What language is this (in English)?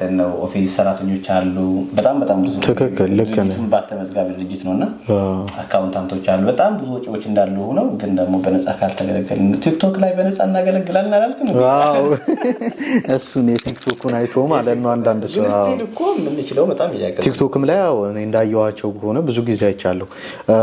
Amharic